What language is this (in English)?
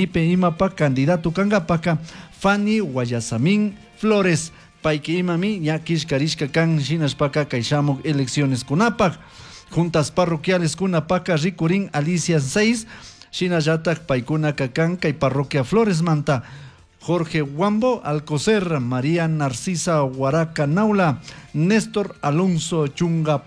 Chimborazo Highland Quichua